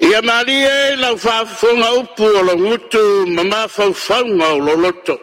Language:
Samoan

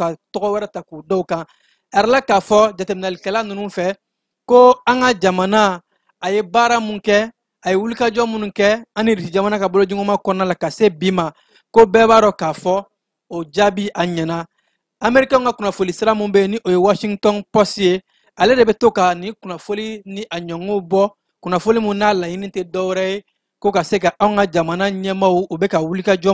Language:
Bambara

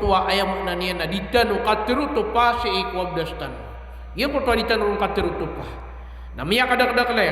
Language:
Maranao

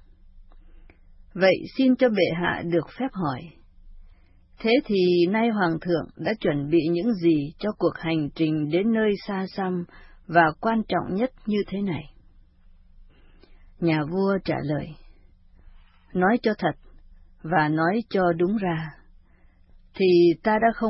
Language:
Vietnamese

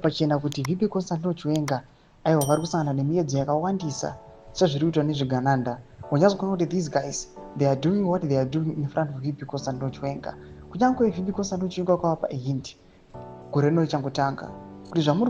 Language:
Shona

